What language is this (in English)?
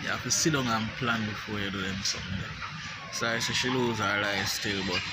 Jamaican Creole English